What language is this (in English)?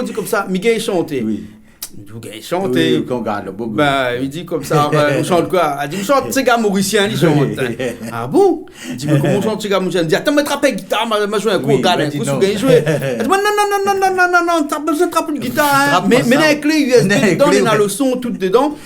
Réunion Creole French